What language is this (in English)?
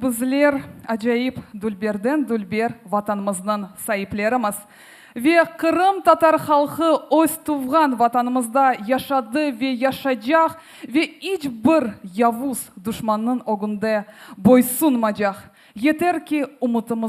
Crimean Tatar